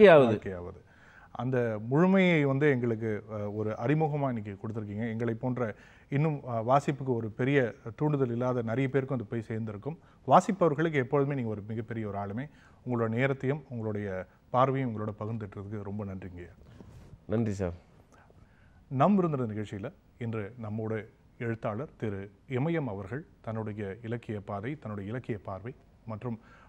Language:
Tamil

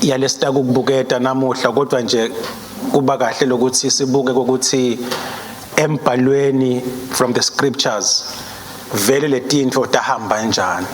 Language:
Swati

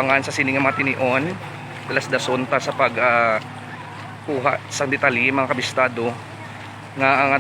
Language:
Hiligaynon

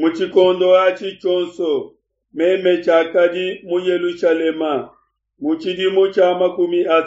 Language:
Luba-Lulua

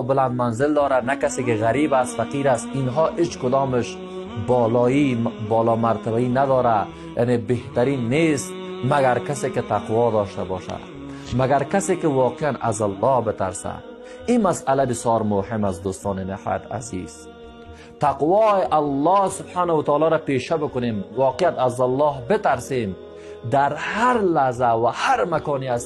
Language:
Persian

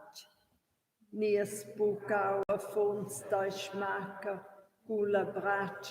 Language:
Romansh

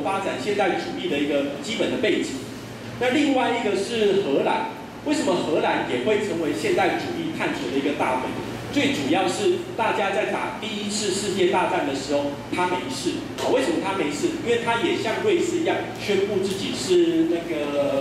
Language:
Chinese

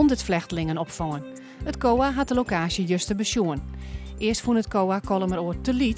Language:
Western Frisian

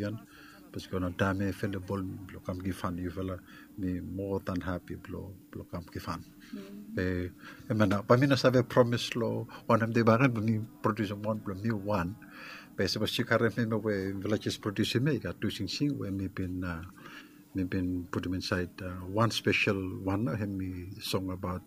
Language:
Bislama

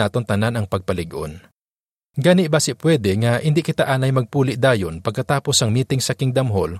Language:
Hiligaynon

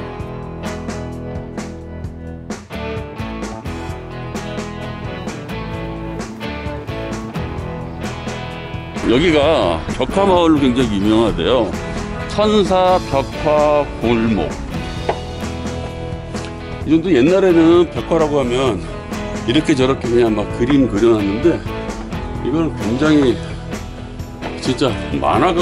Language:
Korean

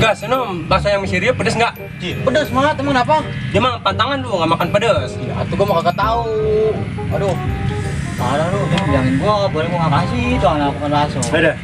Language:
Betawi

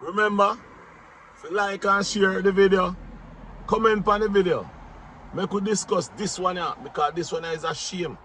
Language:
Jamaican Creole English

